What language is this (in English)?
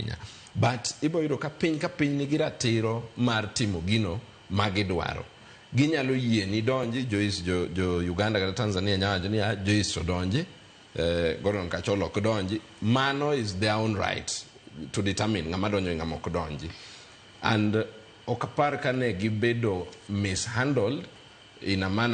Luo (Kenya and Tanzania)